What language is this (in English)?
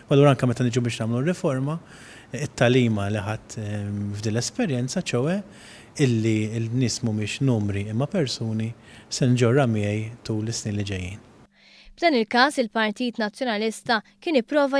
Maltese